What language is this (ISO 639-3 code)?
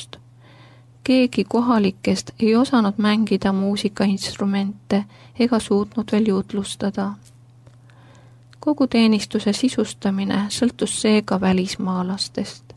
est